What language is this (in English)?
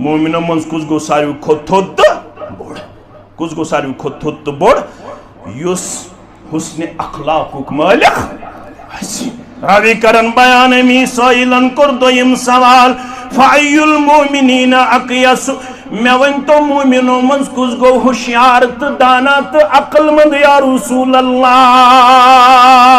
Kashmiri